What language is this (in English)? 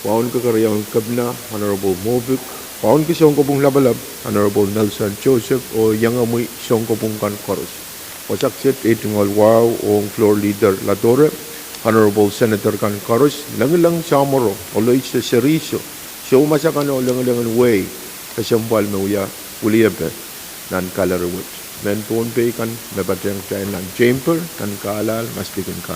Pohnpeian